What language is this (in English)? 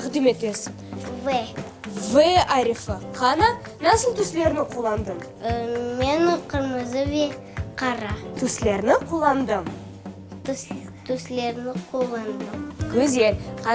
Crimean Tatar